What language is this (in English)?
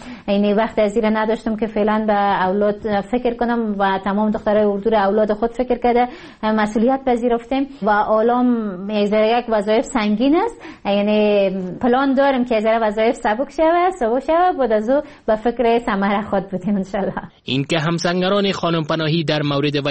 Persian